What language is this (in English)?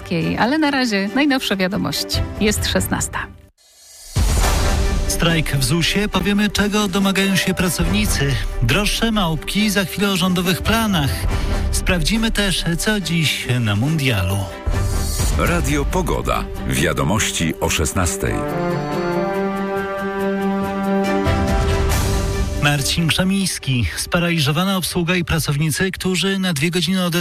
Polish